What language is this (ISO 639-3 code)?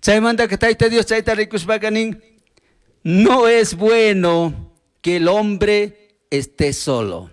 qug